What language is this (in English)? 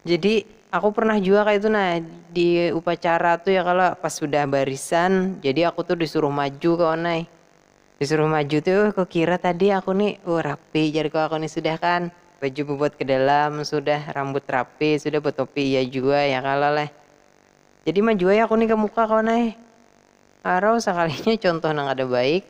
Banjar